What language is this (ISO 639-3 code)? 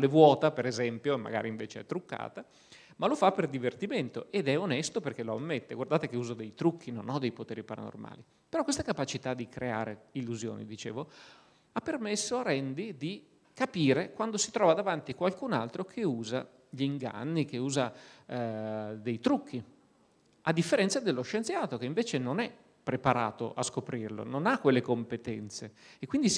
ita